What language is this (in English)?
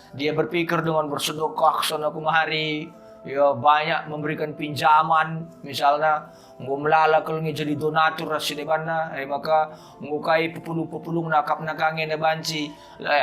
Batak Karo